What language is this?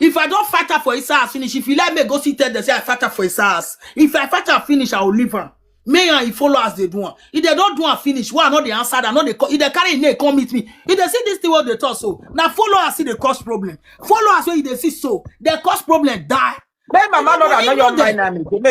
Nigerian Pidgin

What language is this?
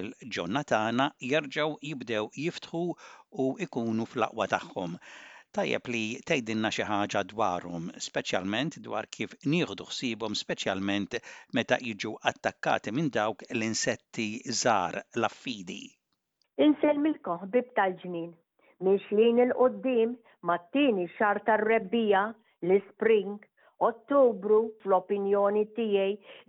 Maltese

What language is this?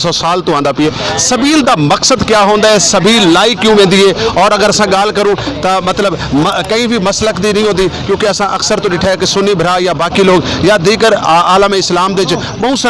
Saraiki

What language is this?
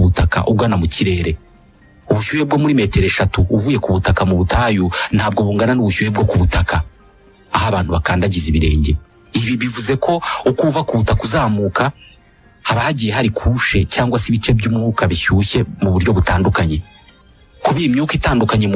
Kinyarwanda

